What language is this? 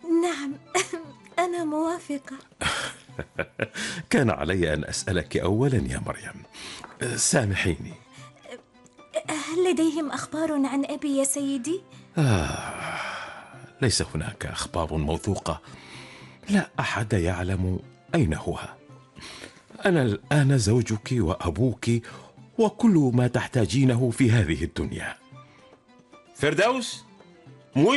Arabic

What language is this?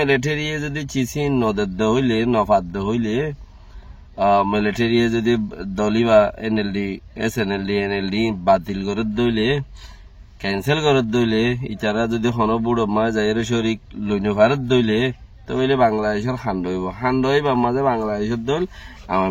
Rohingya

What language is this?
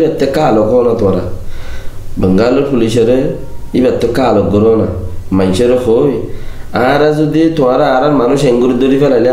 Rohingya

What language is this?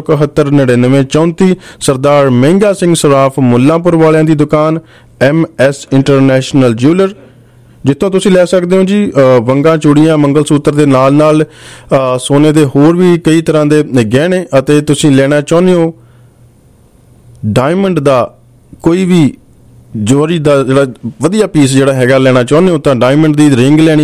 Punjabi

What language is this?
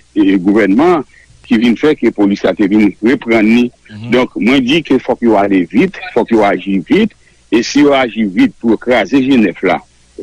Haitian Creole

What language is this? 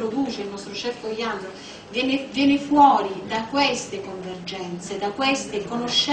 Italian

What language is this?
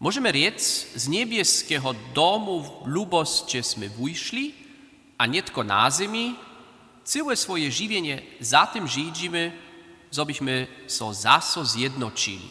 Upper Sorbian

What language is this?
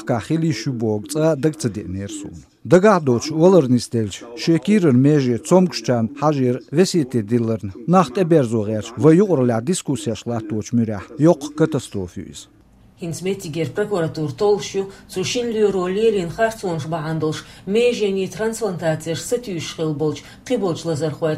Chechen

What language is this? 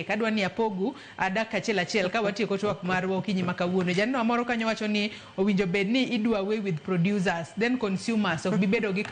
Luo (Kenya and Tanzania)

